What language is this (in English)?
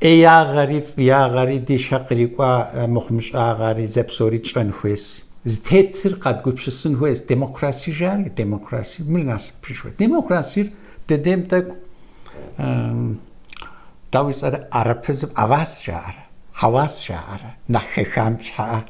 Kabardian